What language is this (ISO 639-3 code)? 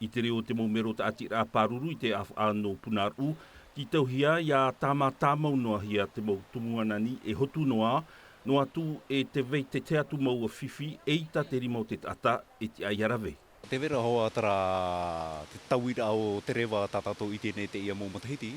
tah